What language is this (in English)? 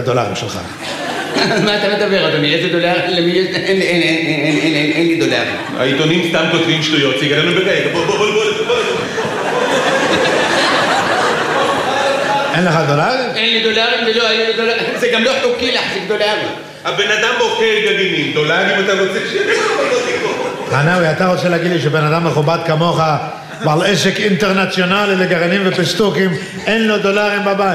Hebrew